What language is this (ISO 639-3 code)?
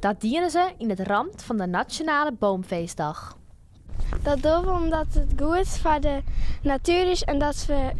fry